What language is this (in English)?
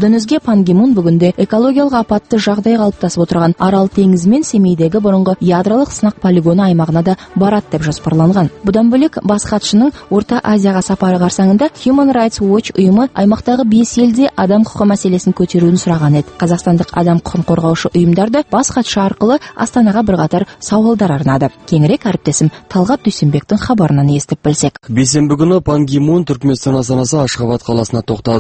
Kazakh